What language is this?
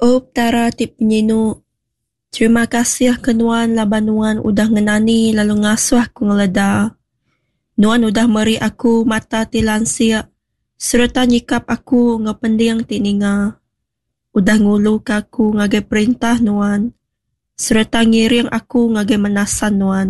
Iban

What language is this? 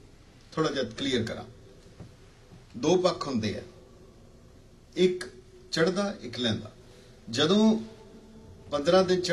Punjabi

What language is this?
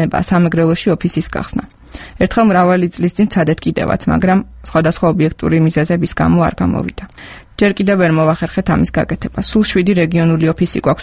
Georgian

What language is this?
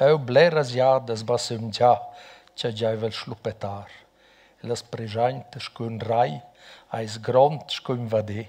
Romansh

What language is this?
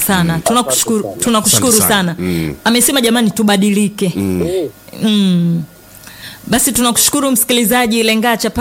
Swahili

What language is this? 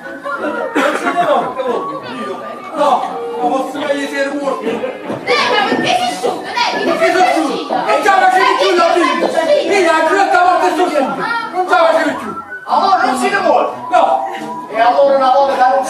Neapolitan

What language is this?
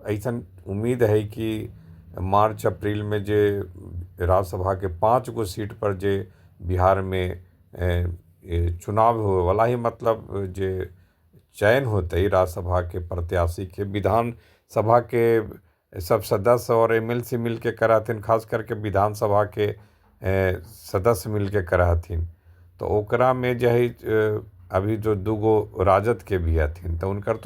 Magahi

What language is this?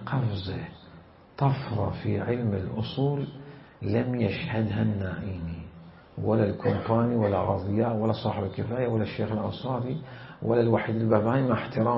Mesopotamian Arabic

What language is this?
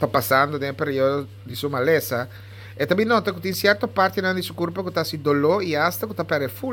Papiamento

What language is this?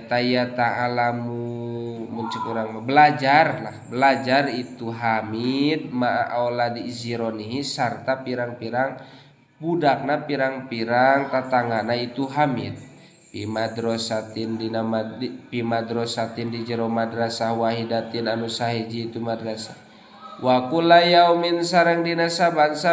Sundanese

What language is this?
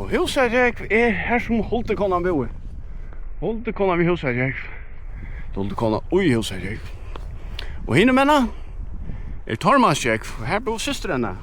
Faroese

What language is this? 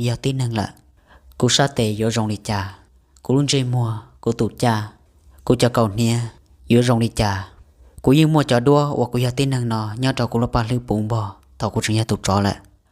Hmong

